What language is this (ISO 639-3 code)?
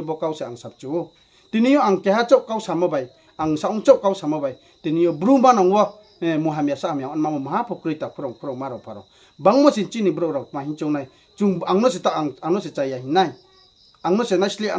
ria